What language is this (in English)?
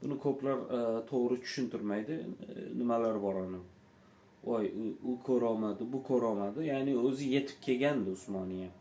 Uzbek